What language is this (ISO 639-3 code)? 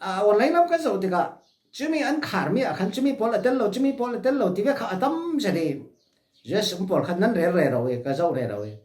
cfm